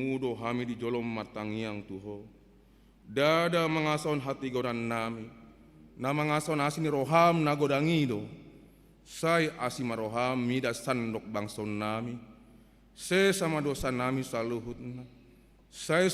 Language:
Batak Toba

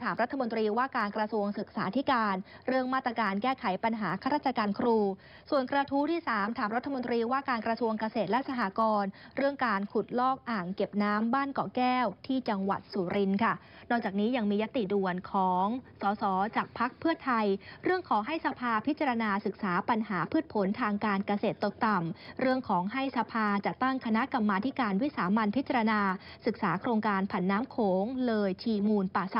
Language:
Thai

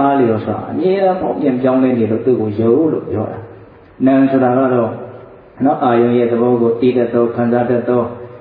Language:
Burmese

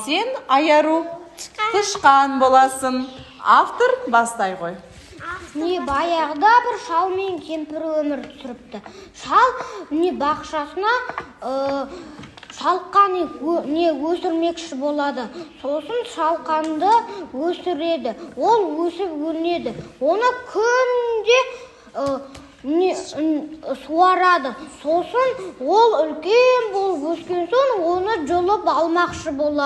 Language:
Kazakh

